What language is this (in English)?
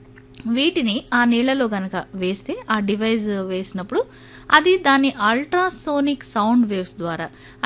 Telugu